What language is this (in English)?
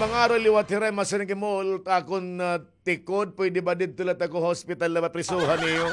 Waray